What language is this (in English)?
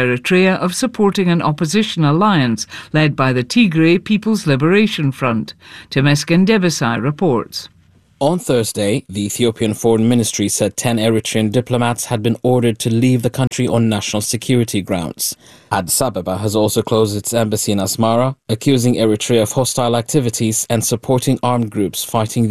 English